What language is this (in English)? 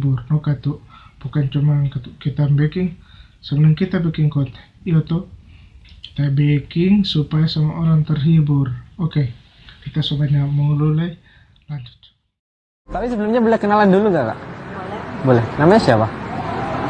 Manado Malay